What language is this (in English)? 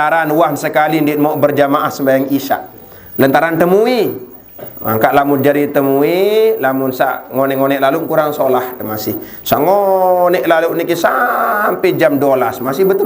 Sasak